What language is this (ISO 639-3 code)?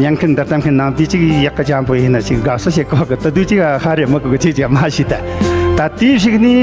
bod